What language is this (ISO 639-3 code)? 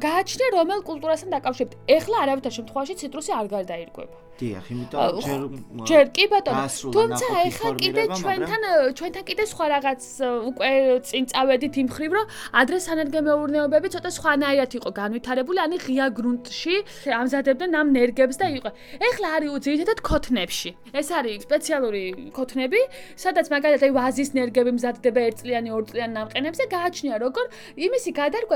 kat